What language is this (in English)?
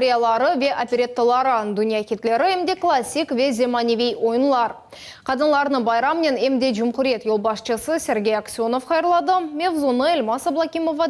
Crimean Tatar